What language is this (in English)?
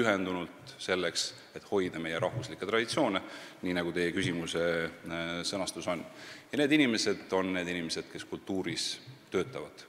Estonian